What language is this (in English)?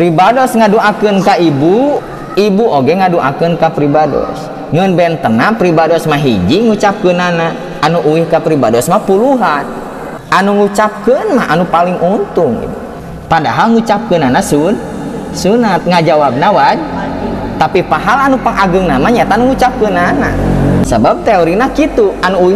Sundanese